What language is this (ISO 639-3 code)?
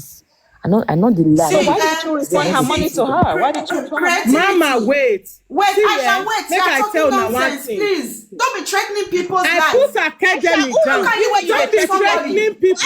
pcm